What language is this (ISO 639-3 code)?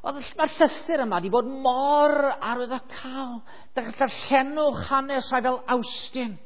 cym